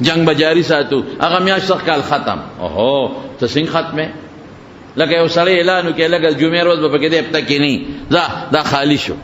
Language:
Pashto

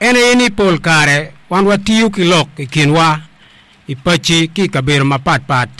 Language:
Acoli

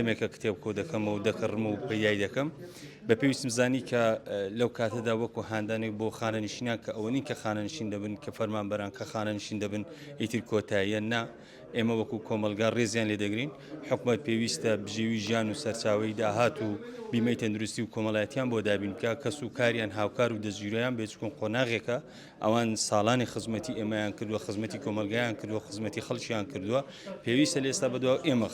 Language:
Central Kurdish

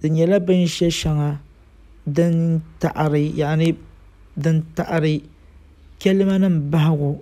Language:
Dagbani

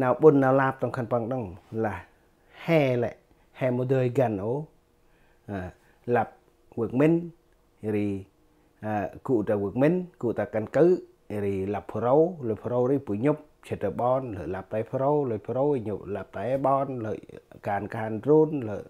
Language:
Central Mnong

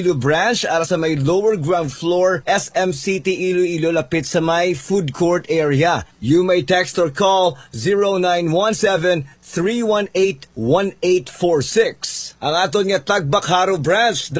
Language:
Hiligaynon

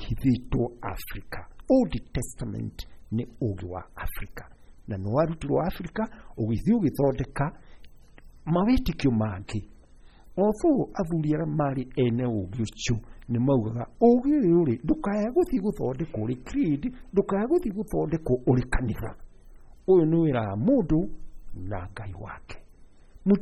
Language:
Kikuyu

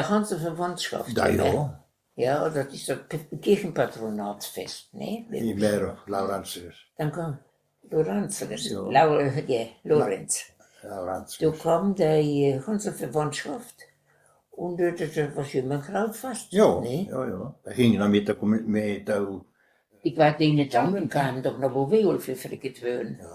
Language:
Westphalien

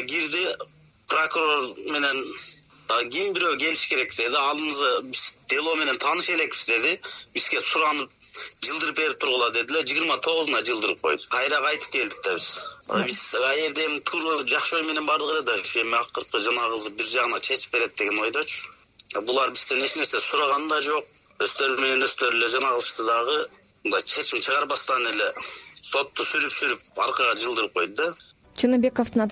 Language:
Kyrgyz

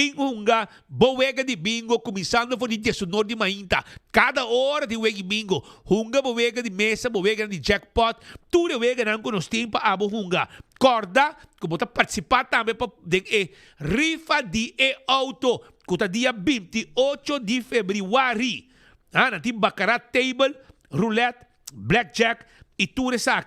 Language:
Papiamento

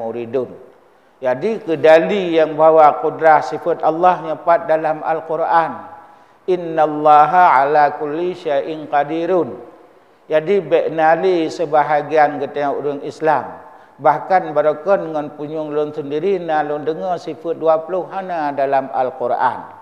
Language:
Achinese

